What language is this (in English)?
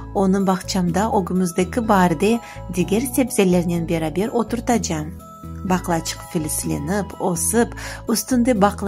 Crimean Tatar